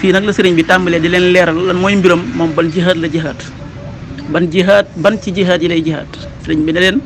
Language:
Wolof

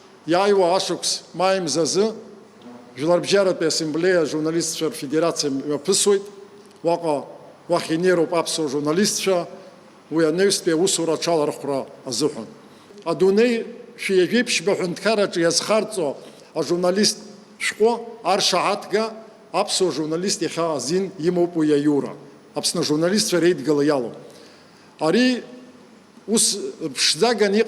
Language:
Abkhazian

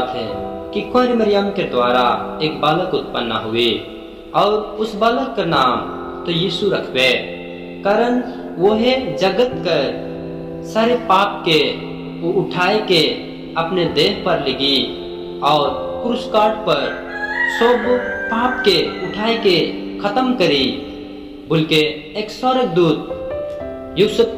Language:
Sadri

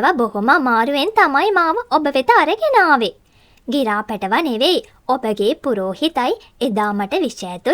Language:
Sinhala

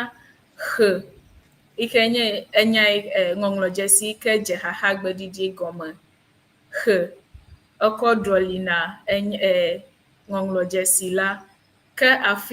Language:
Ewe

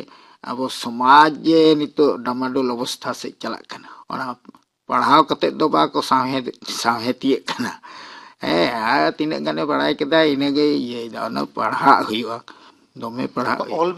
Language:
Santali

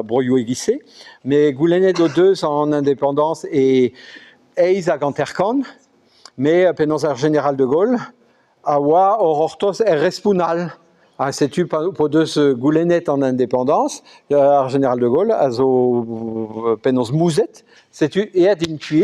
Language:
Breton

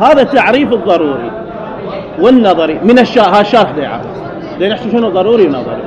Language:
Mesopotamian Arabic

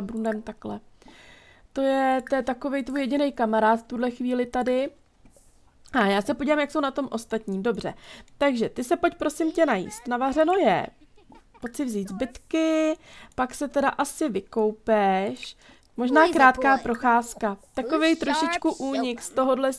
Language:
Czech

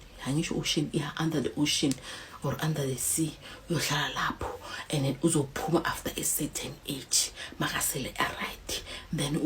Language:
Zulu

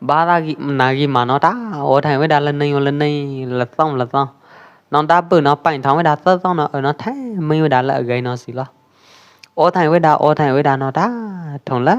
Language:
Pwo Eastern Karen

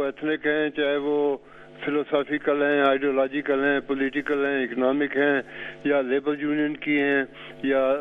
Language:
Urdu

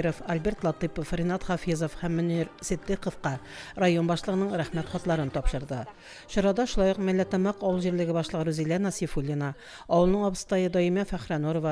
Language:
Tatar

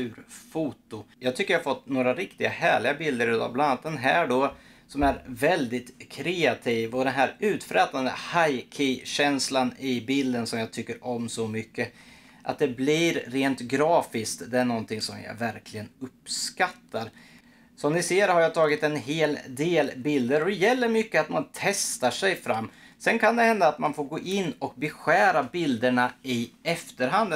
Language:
Swedish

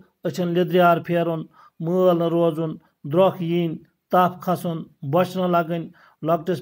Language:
Kashmiri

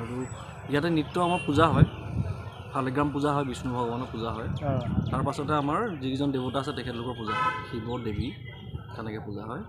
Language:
Assamese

